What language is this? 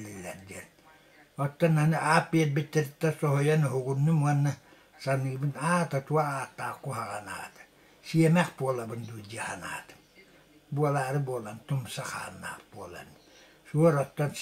Yakut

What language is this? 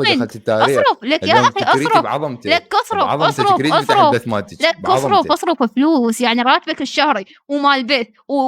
Mesopotamian Arabic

